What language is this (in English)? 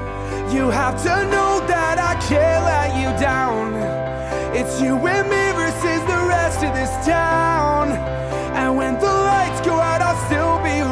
English